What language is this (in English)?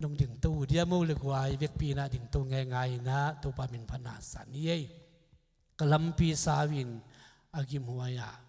Tedim Chin